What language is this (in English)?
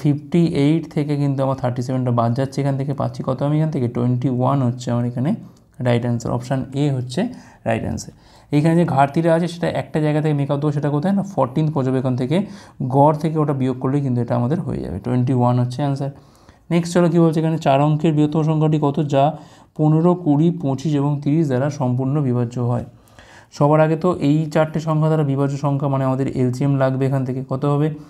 Bangla